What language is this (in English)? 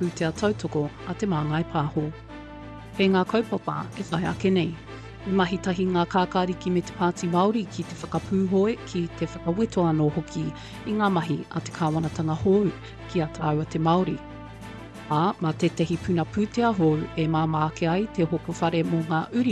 Māori